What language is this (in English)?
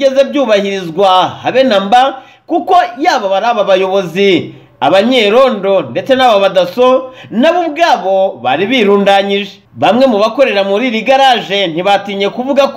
Kinyarwanda